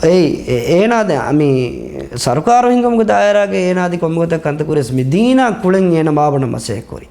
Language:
Divehi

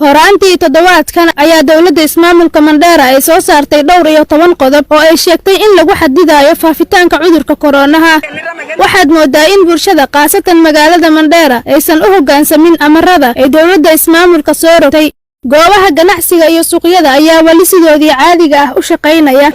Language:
Somali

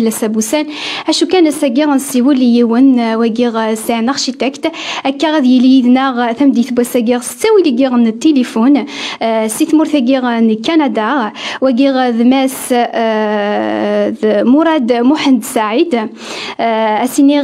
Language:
Kabyle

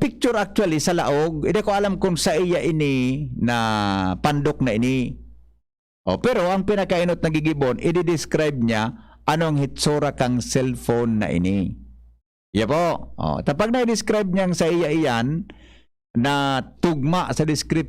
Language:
Bikol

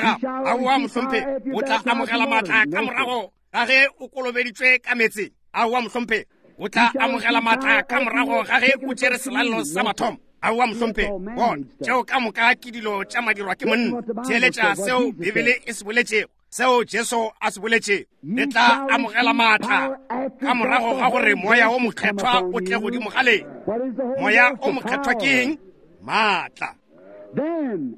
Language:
Northern Sotho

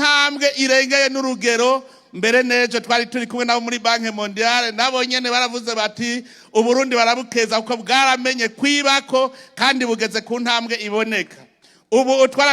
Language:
Rundi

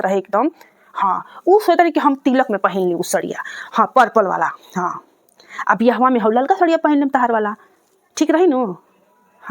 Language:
Bhojpuri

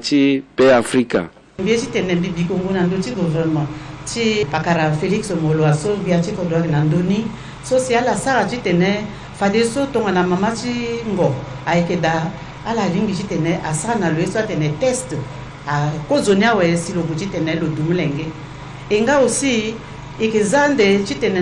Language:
Sango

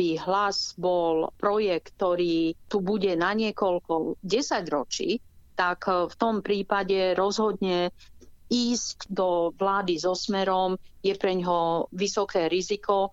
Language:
Slovak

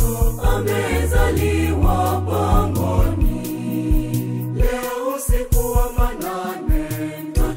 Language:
Swahili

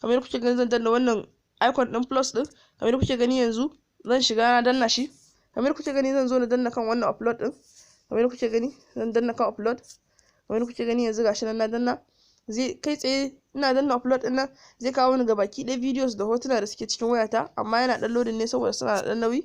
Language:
Hausa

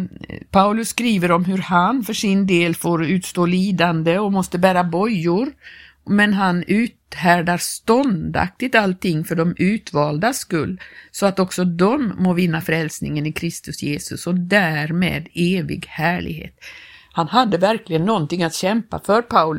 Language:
Swedish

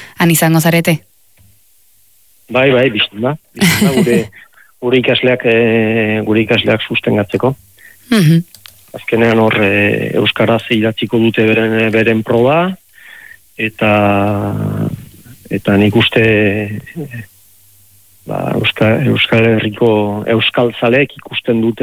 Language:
Basque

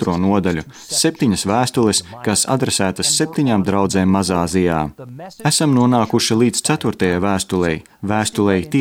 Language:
Latvian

